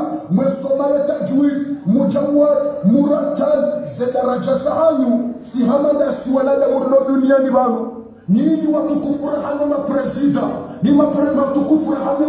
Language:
Swahili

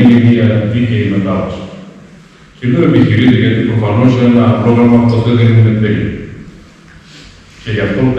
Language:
Greek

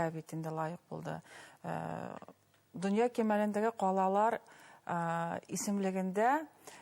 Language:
Bashkir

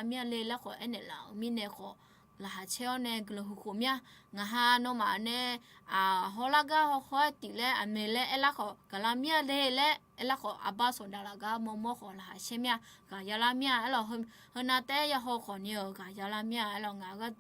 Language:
Akha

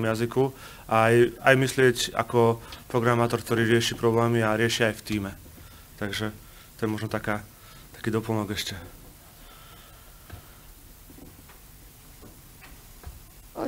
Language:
Slovak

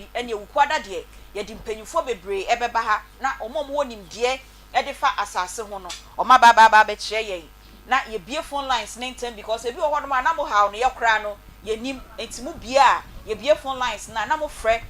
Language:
Akan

